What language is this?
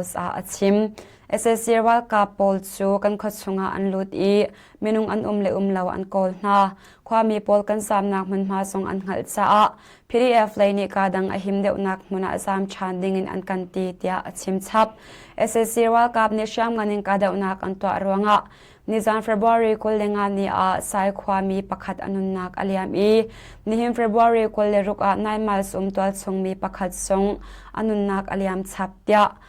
Hakha Chin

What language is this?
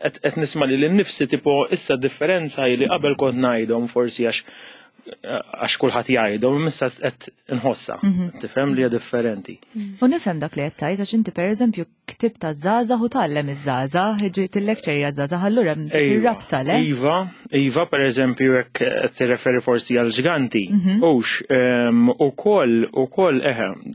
Maltese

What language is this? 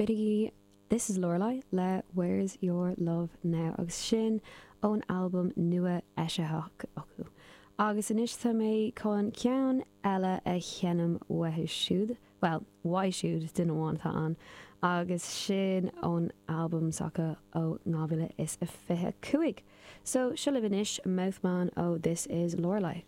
Irish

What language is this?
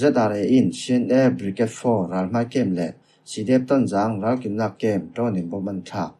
Falam Chin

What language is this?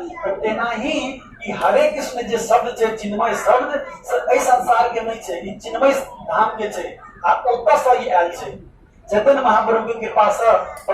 Maithili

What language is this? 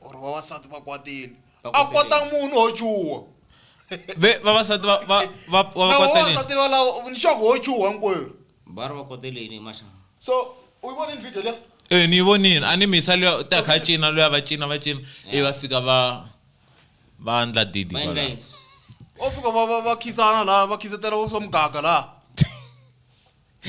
Tsonga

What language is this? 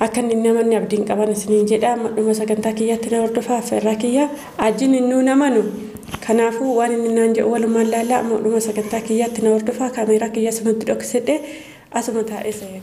Oromo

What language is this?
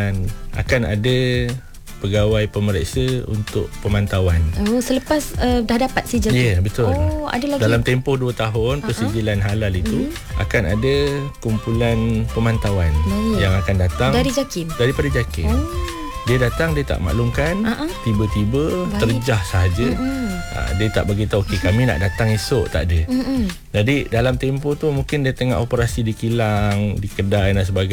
Malay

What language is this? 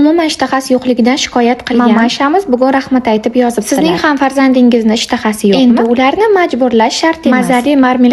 Uzbek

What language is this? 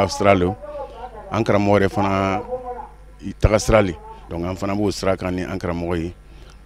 Bambara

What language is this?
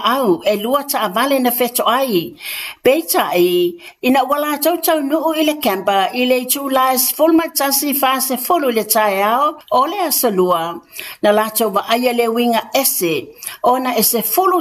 Samoan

